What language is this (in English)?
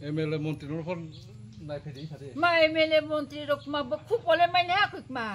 Kok Borok